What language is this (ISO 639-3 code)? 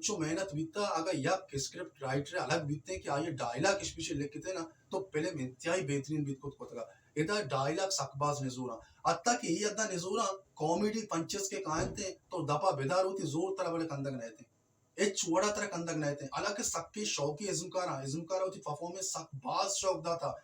bal